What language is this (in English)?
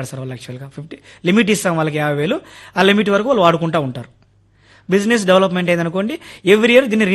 Telugu